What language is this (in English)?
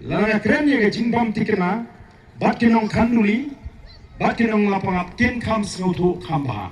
Khasi